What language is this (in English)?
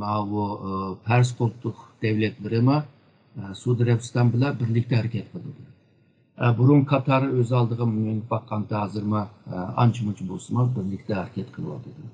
Uyghur